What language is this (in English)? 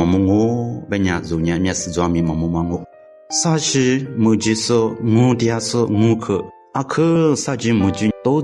Lisu